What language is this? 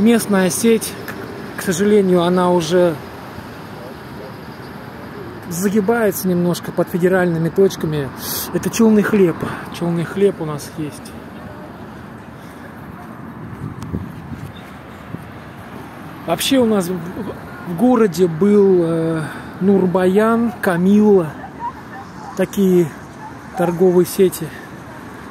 Russian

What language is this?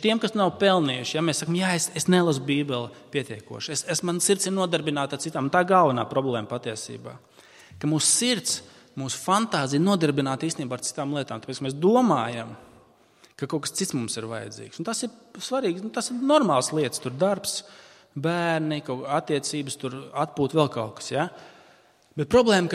Latvian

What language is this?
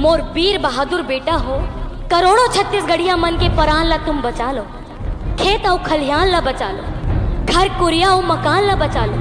Chhattisgarhi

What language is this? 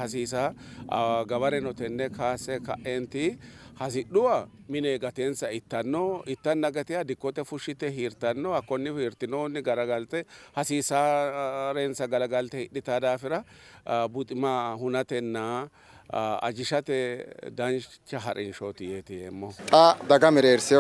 Sidamo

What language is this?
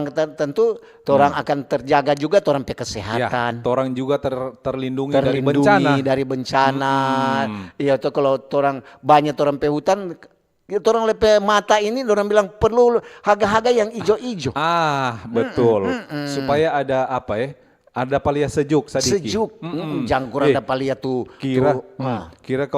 Manado Malay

